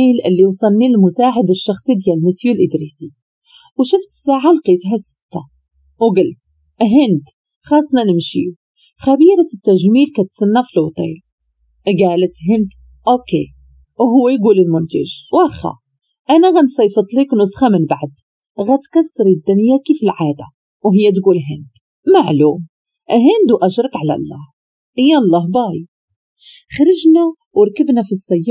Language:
Moroccan Arabic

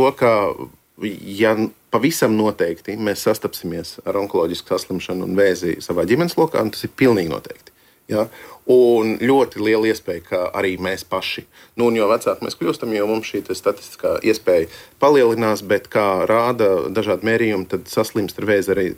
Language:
Latvian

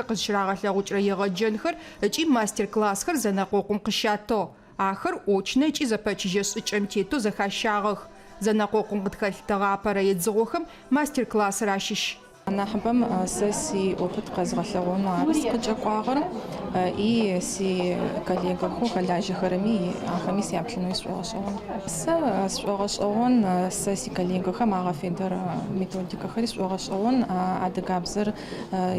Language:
Adyghe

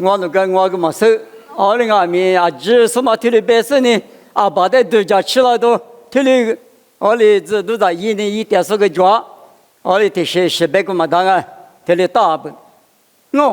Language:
Lisu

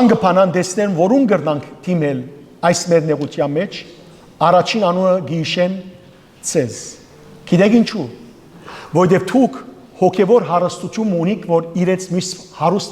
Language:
Western Armenian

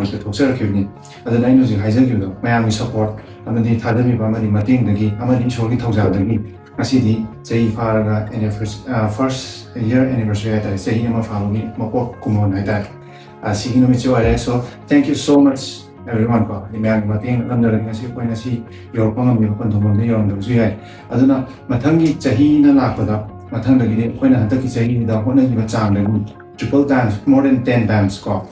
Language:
Manipuri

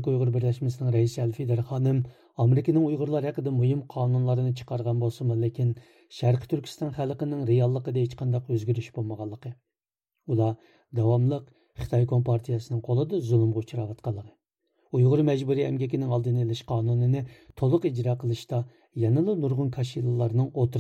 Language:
Uyghur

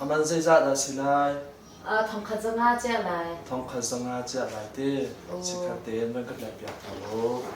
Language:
Hakha Chin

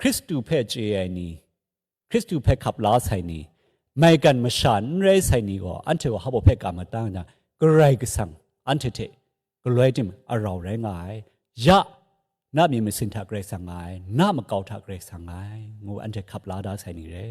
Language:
Kachin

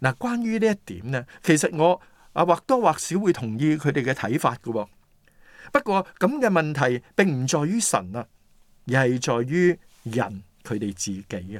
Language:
Cantonese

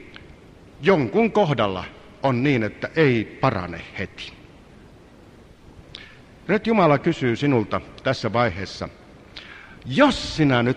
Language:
Finnish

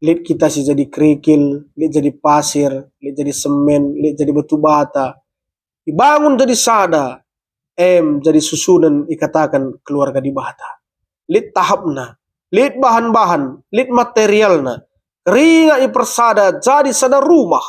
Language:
Batak Karo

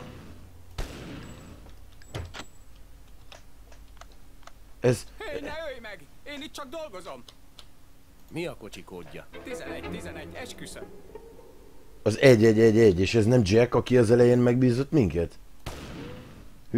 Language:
Hungarian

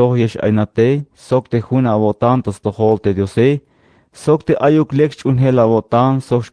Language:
Tzeltal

